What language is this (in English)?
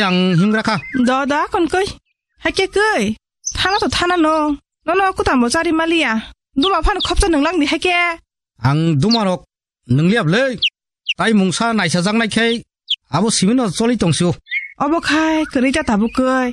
Kok Borok